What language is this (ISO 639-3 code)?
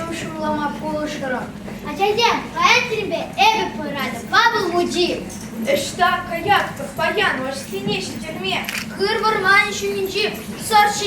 chv